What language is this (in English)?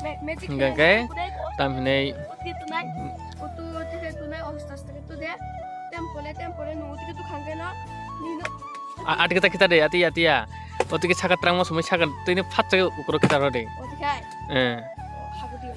Kok Borok